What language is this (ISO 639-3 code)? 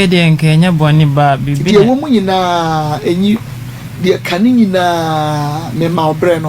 aka